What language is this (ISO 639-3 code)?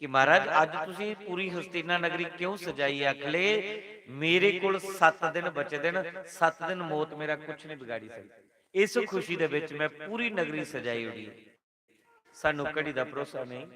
doi